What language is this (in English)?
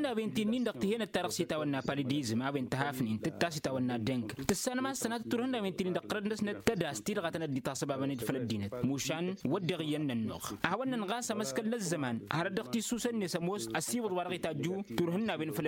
Tamasheq